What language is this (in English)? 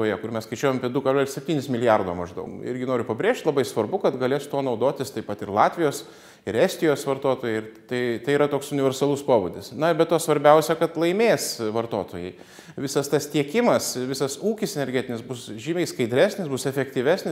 Lithuanian